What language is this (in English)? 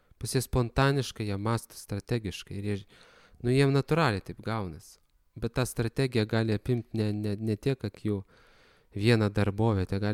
Lithuanian